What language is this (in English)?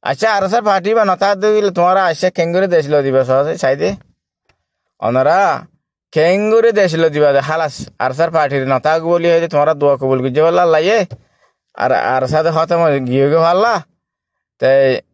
Rohingya